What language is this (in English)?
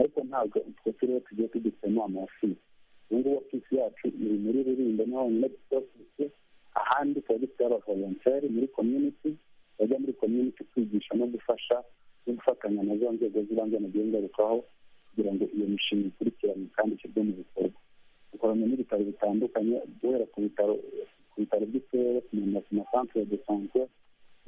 Kinyarwanda